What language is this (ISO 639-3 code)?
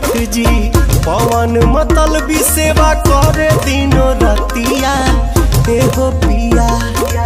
bho